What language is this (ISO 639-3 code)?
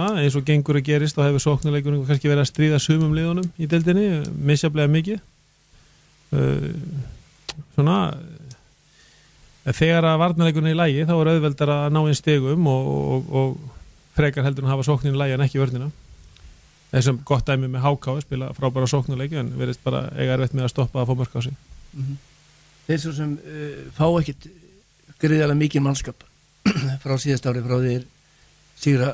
isl